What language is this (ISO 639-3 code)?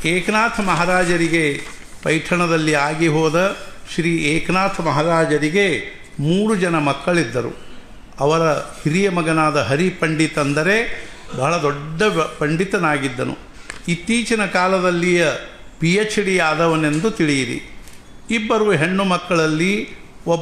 kan